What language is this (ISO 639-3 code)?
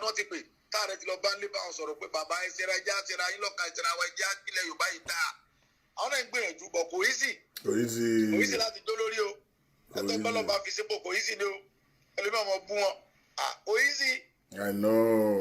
yor